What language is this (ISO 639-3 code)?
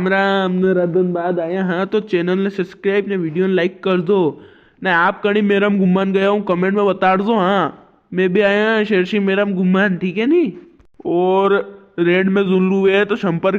raj